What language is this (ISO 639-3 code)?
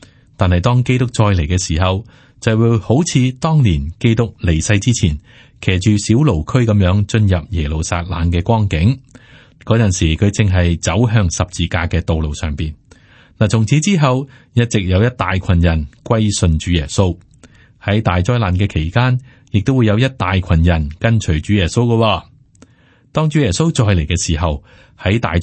yue